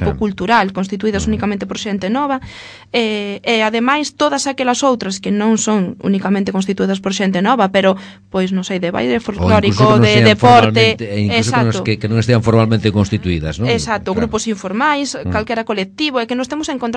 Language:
Galician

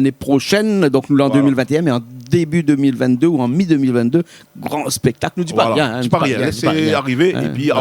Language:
Réunion Creole French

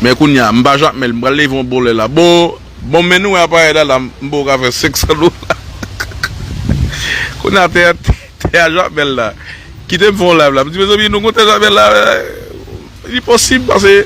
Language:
Haitian Creole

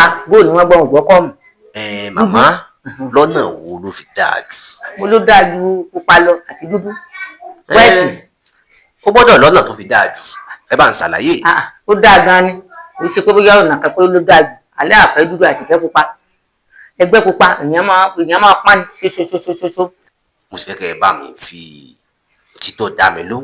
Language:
Yoruba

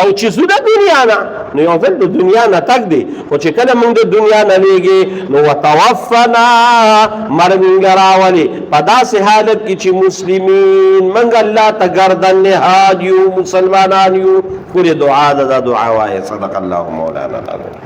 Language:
Pashto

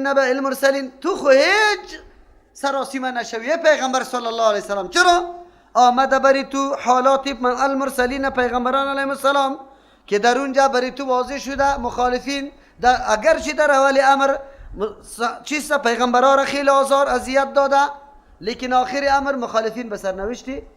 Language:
Persian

